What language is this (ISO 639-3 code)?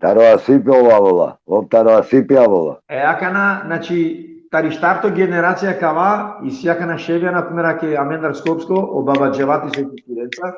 rmn